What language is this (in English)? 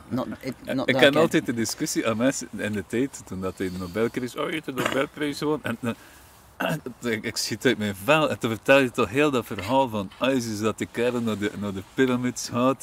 Dutch